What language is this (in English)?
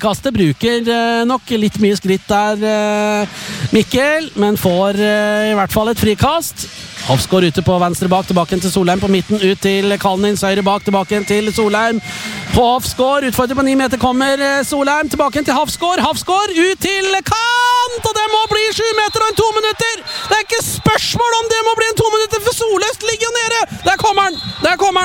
Norwegian